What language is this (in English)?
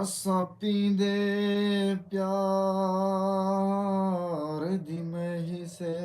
Saraiki